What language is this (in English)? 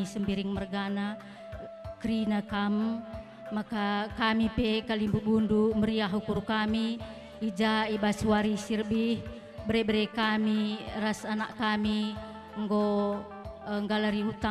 Batak Karo